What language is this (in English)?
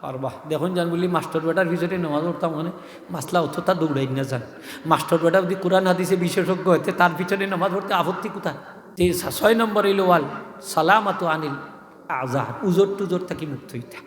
Sylheti